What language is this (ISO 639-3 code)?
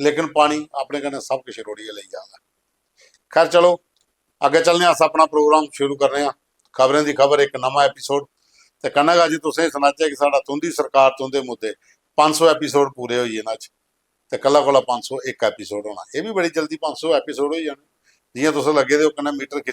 doi